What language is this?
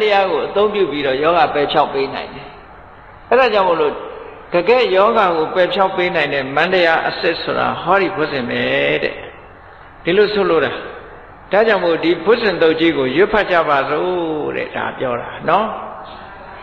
Burmese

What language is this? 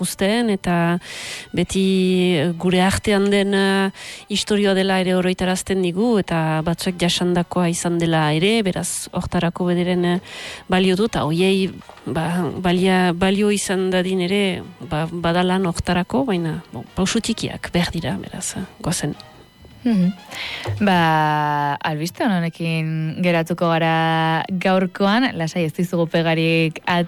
Basque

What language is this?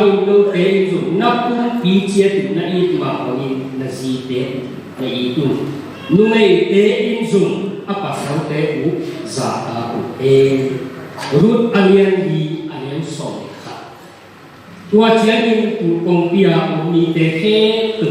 Tedim Chin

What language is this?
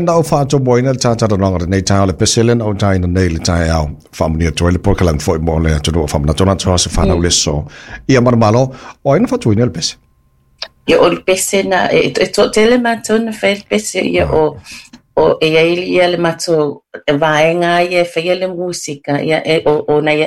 Samoan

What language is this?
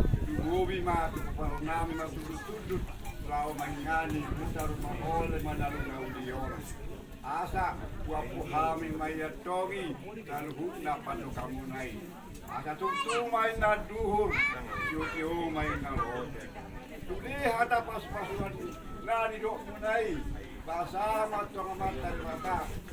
Batak Toba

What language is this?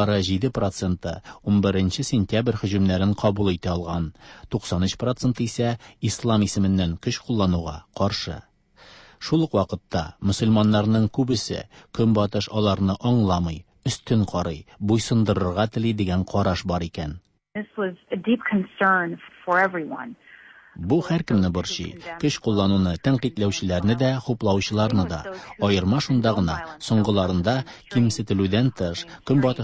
Tatar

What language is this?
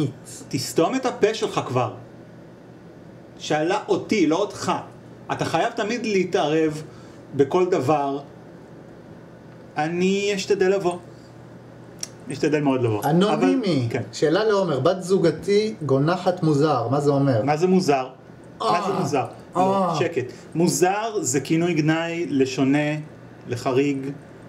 Hebrew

